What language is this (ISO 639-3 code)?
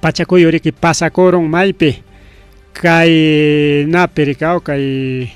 quy